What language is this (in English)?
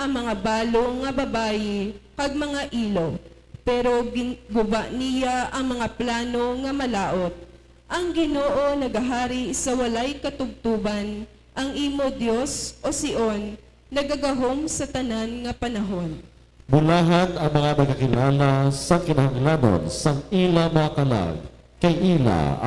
Hiligaynon